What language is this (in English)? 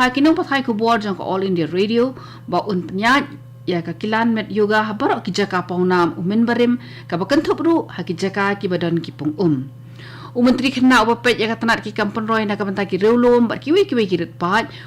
Khasi